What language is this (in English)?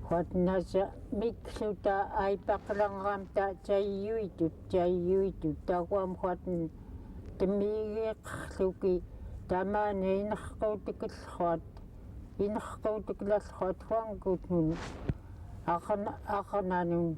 Central Yupik